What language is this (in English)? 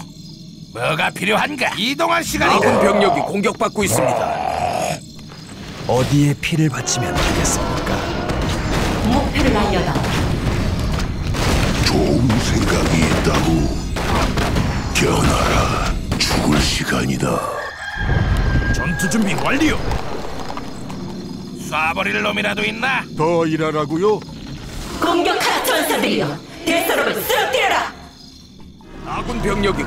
Korean